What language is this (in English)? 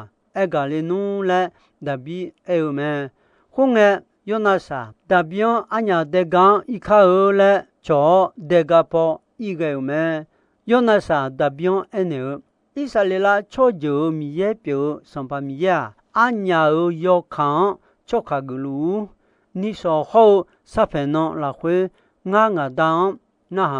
Akha